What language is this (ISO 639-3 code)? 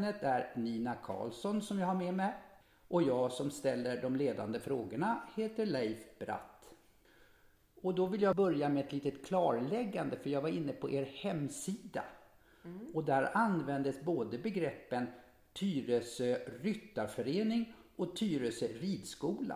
swe